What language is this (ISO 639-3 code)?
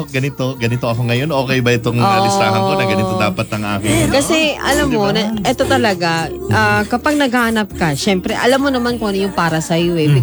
fil